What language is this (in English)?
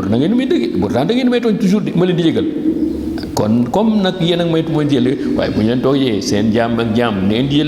Wolof